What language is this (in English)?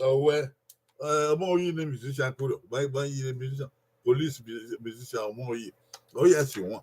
Bini